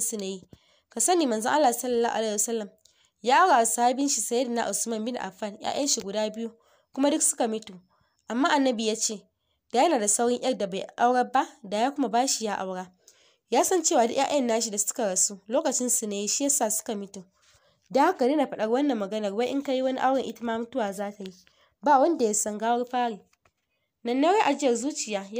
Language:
Hausa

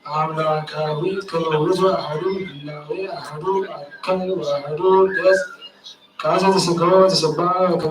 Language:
Geez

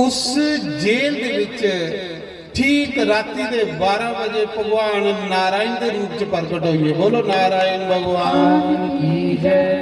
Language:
Dogri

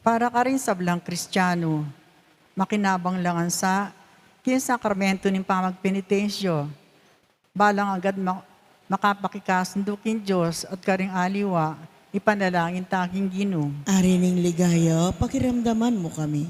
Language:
Pampanga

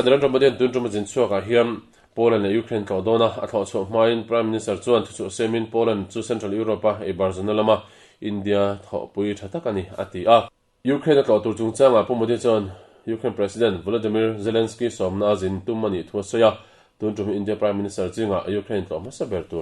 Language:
Mizo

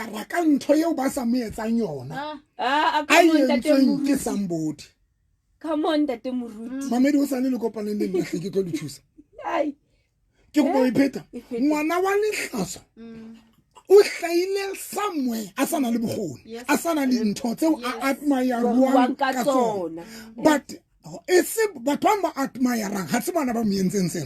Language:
Southern Sotho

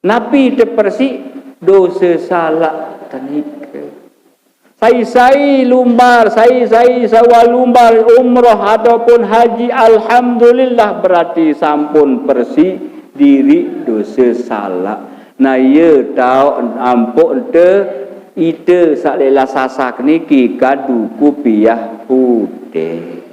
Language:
Sasak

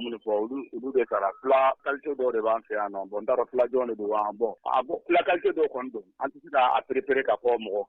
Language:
Bambara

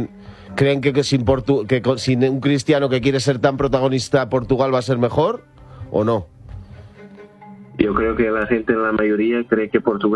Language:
Spanish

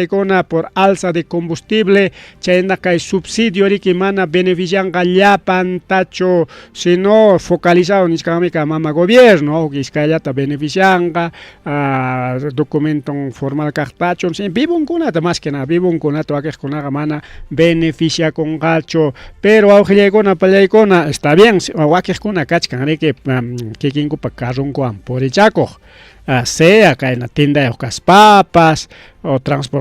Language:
Ayacucho Quechua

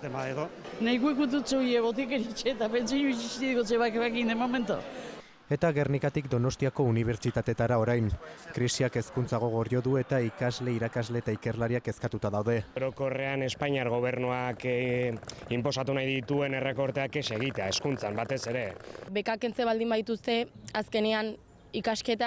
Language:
Basque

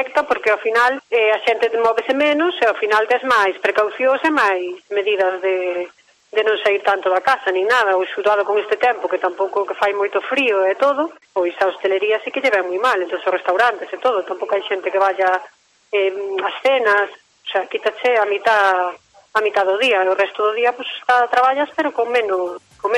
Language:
Galician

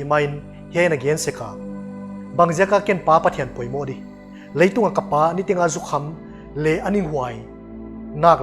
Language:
Paite Chin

